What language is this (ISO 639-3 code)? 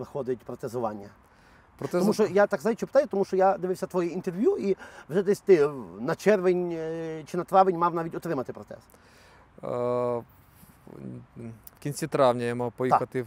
ukr